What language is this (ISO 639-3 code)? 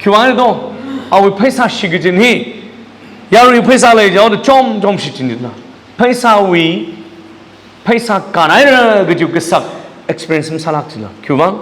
nmf